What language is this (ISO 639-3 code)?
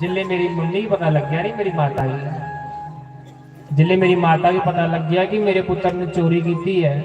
doi